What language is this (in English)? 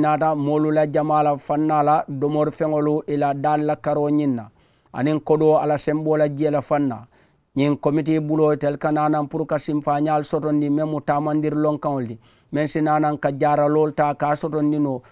Mandingo